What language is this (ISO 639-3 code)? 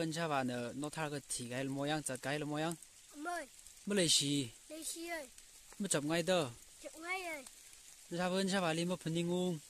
nmf